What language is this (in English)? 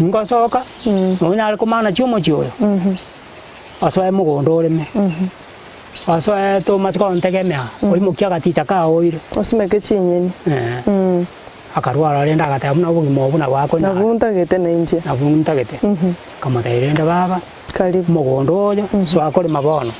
Gusii